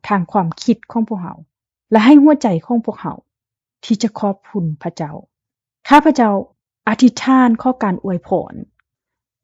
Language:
Lao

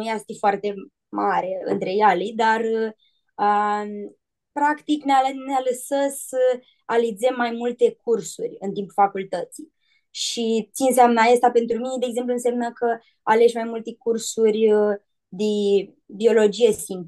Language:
Aromanian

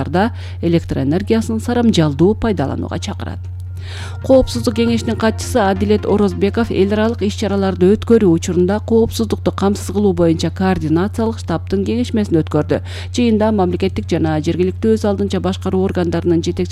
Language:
Kyrgyz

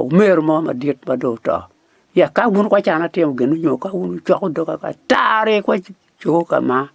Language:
Acoli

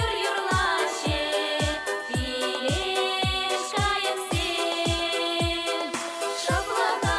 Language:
Chuvash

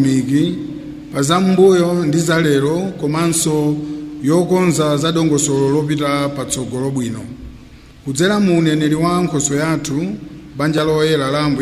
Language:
Nyanja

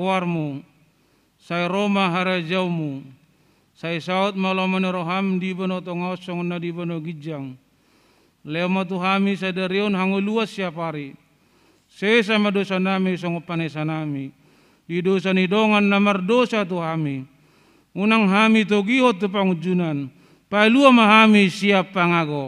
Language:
Batak Toba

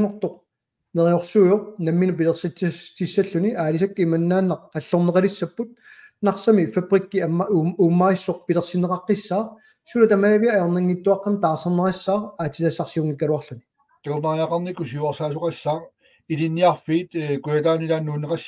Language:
Kalaallisut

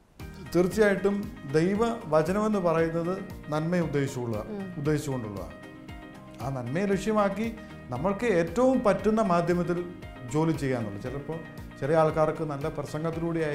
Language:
Malayalam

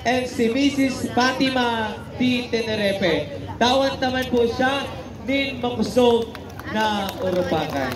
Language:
Bikol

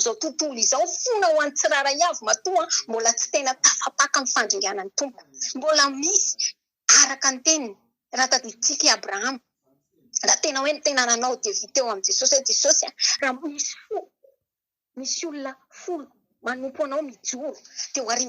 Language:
Malagasy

